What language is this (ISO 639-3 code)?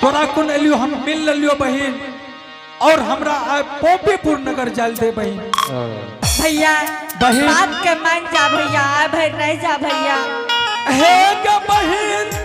anp